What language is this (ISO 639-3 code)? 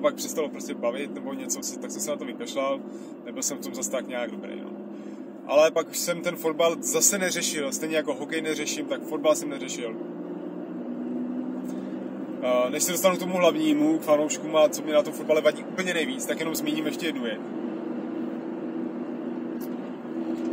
ces